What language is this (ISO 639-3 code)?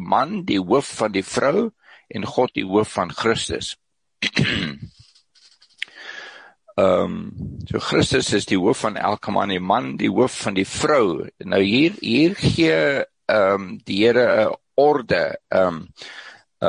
afr